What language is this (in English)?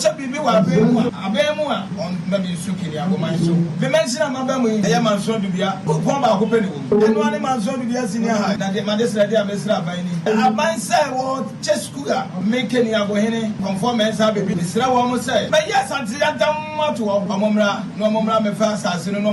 Akan